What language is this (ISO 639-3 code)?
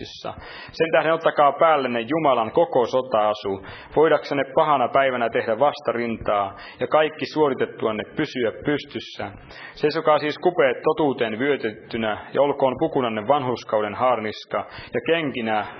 fin